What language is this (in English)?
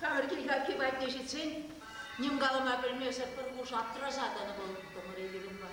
Chuvash